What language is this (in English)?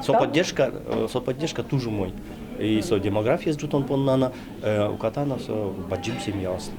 Udmurt